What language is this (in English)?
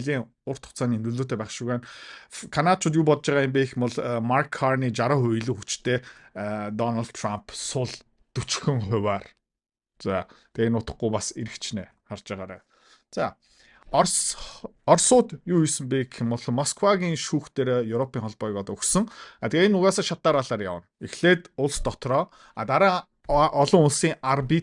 Mongolian